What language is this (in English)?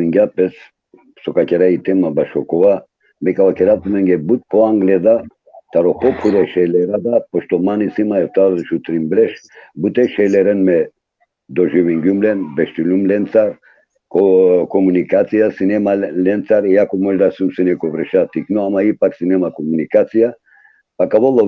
Balkan Romani